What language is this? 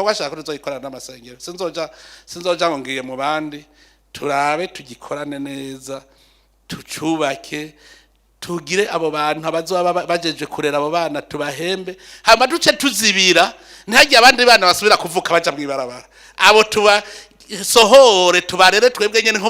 Rundi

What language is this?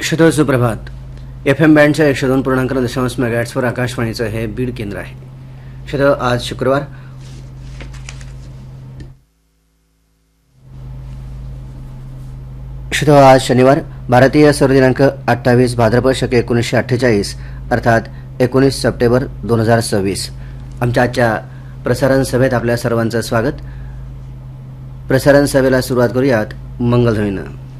Marathi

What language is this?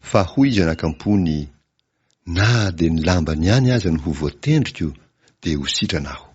Malagasy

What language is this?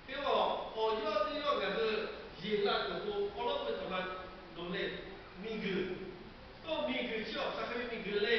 Lahu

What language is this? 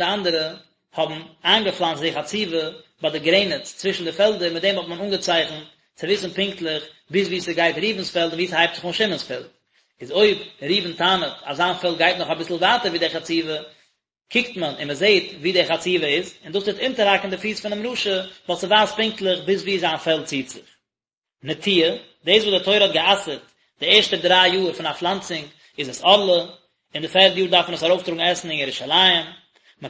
Yiddish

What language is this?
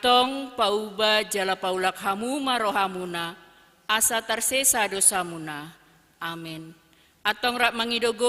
Batak Toba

